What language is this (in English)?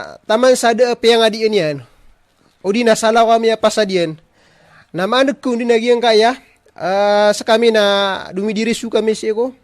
Maranao